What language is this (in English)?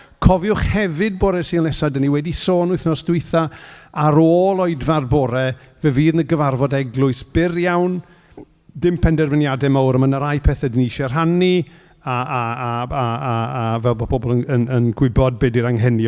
Welsh